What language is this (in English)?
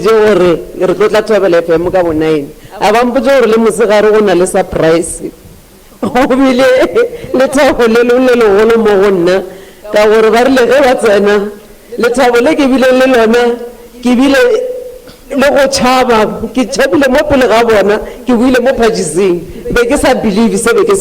Northern Sotho